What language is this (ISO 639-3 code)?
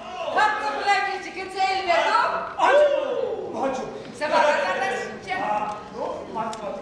chv